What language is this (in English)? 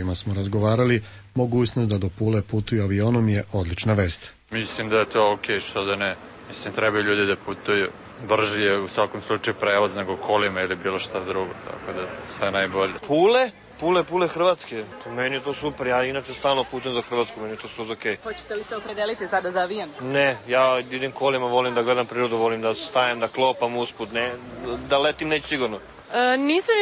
Serbian